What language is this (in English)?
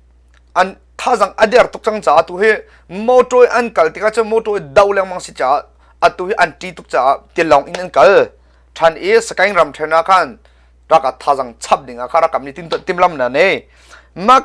Hakha Chin